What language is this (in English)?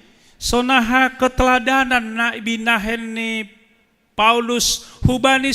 Batak Simalungun